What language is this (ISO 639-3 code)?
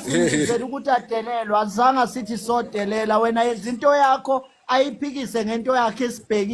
zul